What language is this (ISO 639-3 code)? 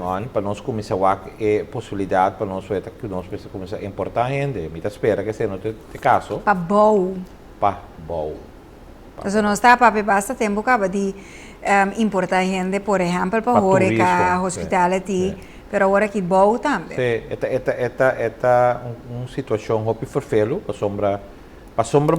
pap